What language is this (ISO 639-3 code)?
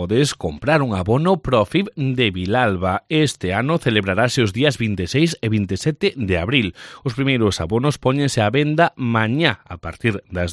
glg